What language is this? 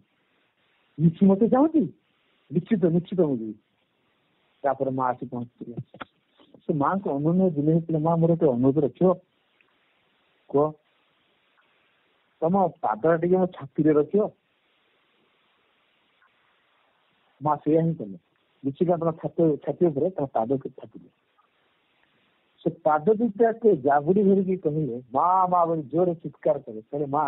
Odia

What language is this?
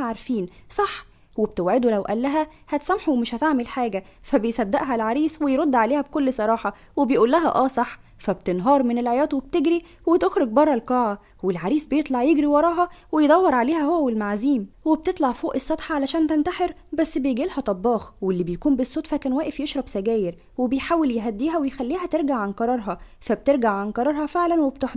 Egyptian Arabic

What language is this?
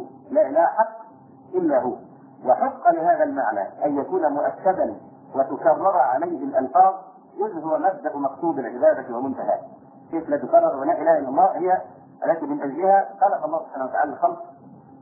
Arabic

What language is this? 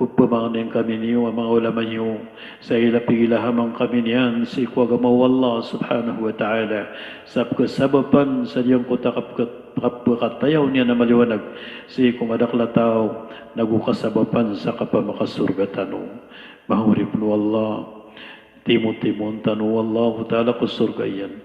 Maranao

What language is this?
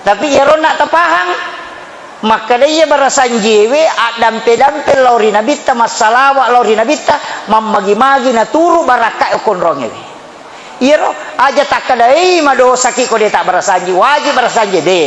Buginese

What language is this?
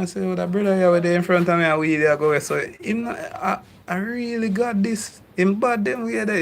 Jamaican Creole English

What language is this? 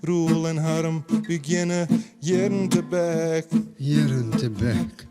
Western Frisian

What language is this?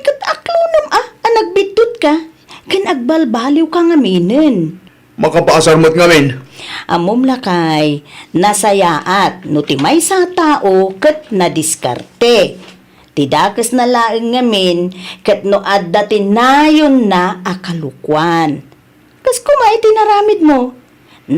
Iloko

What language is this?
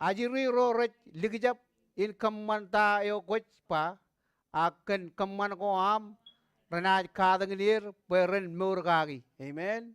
Marshallese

